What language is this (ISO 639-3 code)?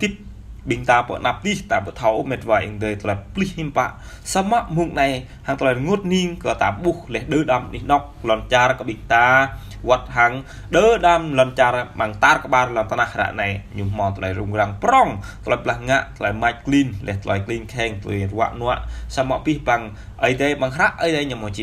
jra